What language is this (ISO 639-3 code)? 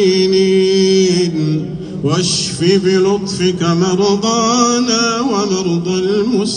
ara